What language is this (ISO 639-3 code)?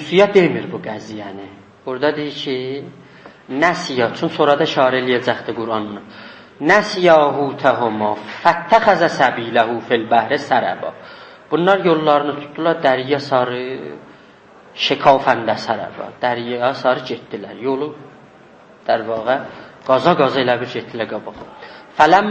azb